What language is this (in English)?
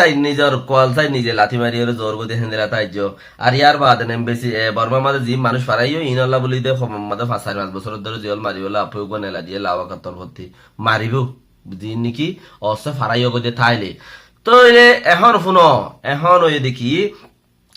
Rohingya